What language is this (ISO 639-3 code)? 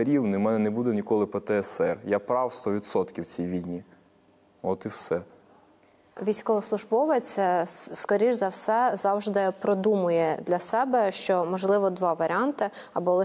ukr